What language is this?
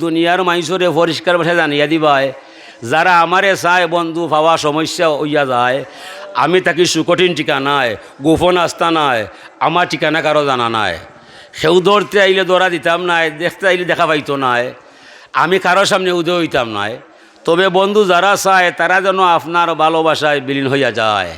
Sylheti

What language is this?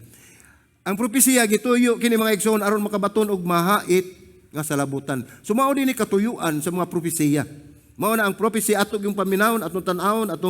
Cebuano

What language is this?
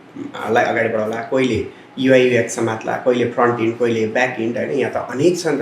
Nepali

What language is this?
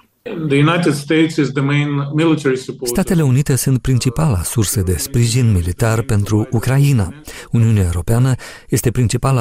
Romanian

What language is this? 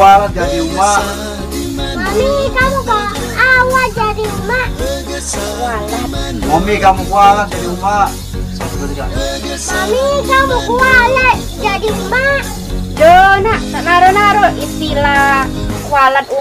Musi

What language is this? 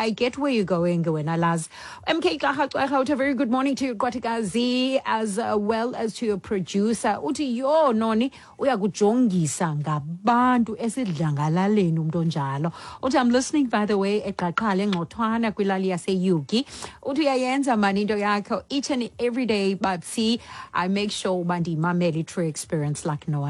Xhosa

